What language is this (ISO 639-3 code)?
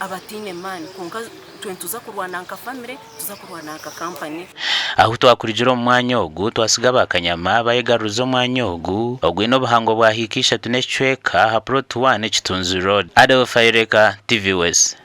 nyn